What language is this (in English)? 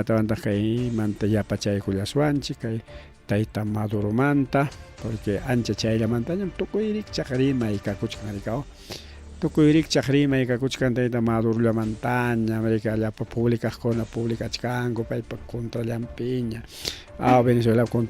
Ayacucho Quechua